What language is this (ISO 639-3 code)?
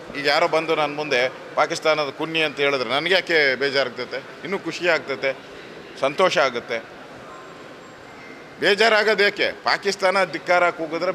kan